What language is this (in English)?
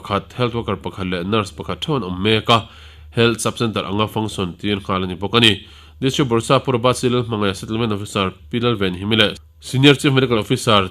Mizo